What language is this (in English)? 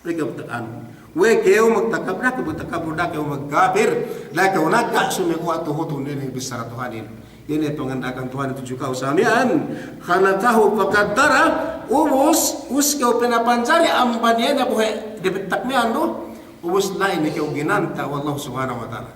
Yakan